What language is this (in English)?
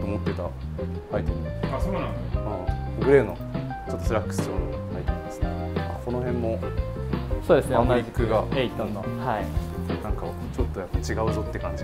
Japanese